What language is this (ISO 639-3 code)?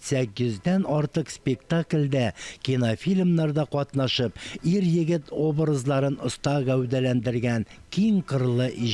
tat